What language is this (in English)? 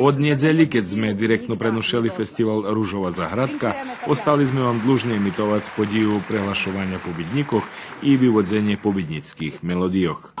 Rusyn